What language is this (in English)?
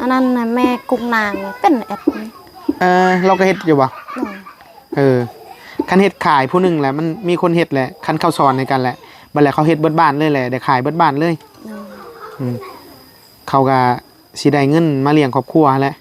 Northeastern Thai